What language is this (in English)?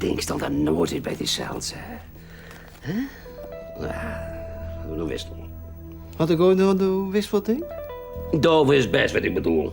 Western Frisian